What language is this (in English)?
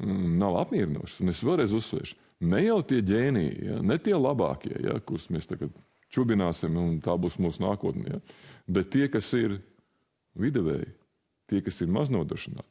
Latvian